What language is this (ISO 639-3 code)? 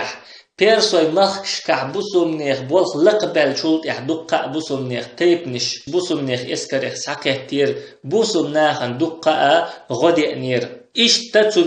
che